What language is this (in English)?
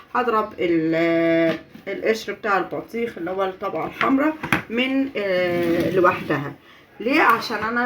Egyptian Arabic